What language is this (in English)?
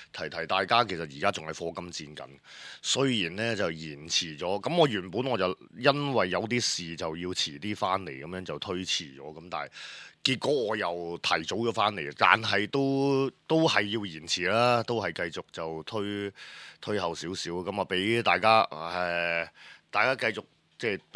Cantonese